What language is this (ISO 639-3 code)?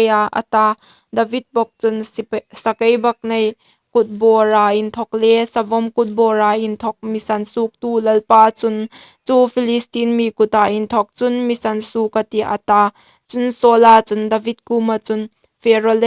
hmr